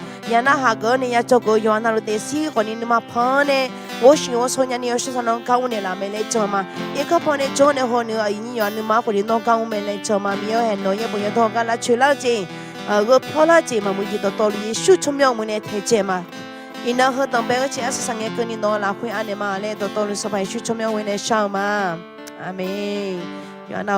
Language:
Akha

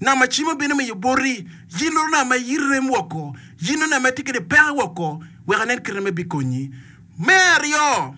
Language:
Acoli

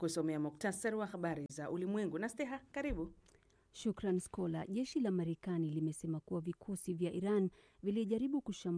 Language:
Swahili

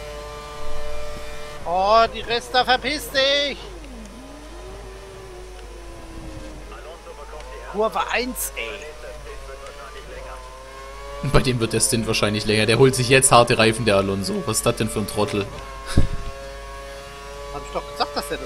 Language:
German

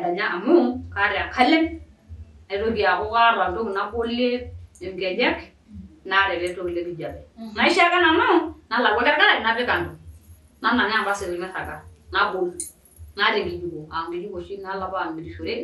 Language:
Masai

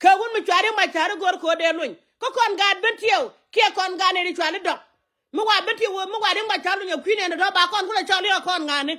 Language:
Nuer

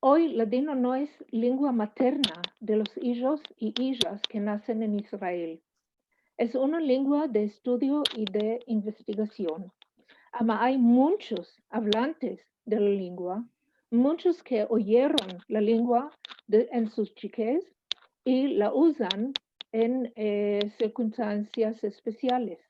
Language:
Ladino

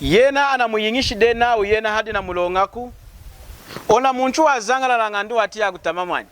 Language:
Lunda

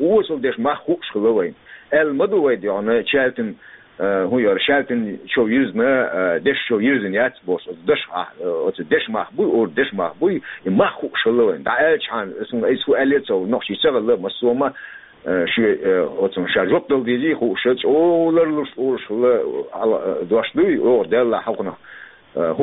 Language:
Chechen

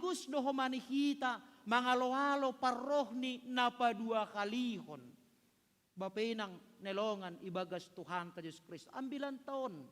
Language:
Batak Simalungun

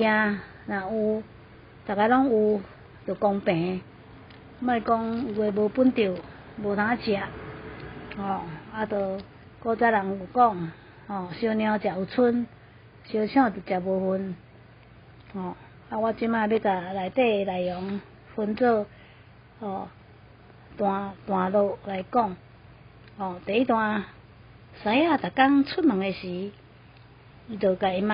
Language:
Min Nan Chinese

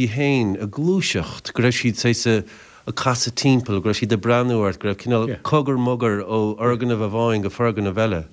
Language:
Irish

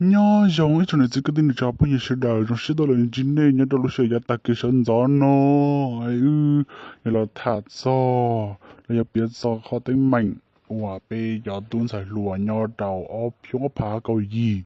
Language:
Hmong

